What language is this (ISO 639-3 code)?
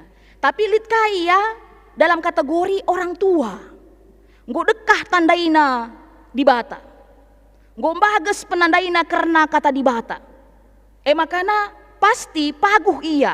btx